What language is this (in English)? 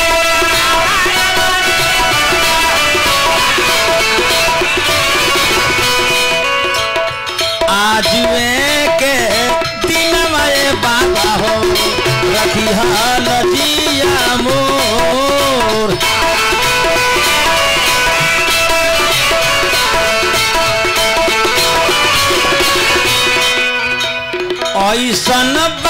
Bhojpuri